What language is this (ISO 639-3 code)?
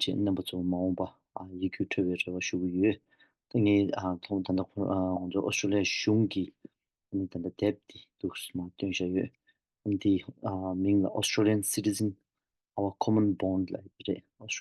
bod